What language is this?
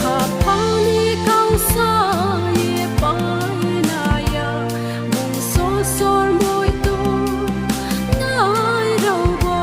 Riang (India)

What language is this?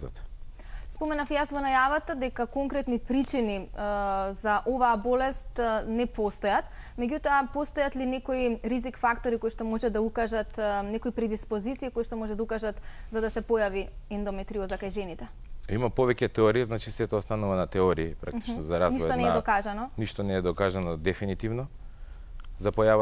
Macedonian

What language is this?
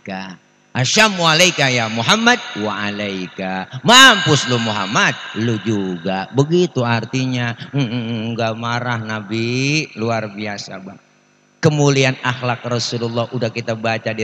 Betawi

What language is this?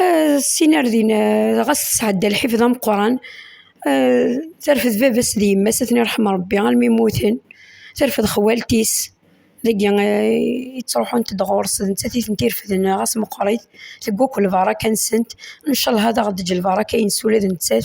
Kabyle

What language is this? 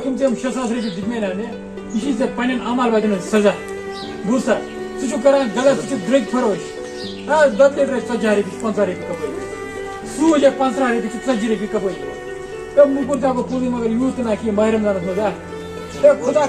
Kashmiri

